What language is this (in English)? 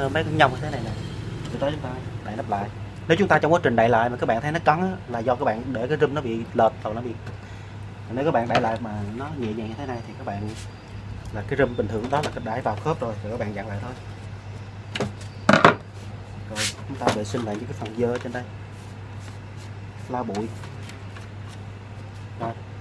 Vietnamese